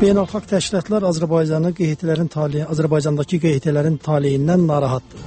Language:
Azerbaijani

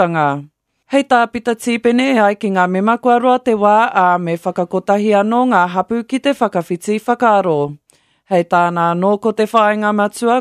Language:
Māori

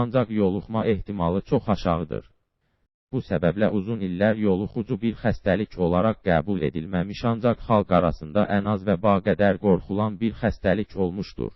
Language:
Azerbaijani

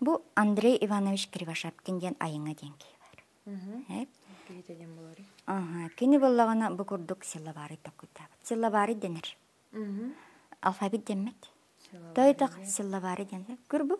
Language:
Yakut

